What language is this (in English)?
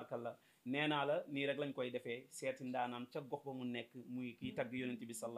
Wolof